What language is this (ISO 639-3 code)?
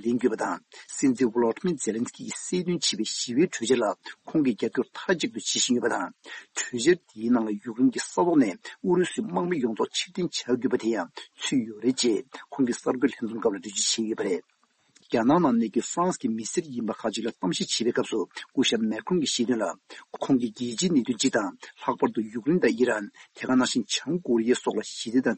bod